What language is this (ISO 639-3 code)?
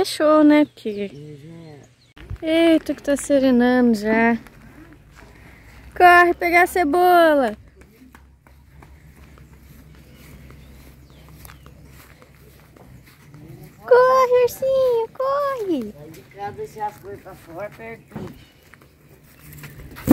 por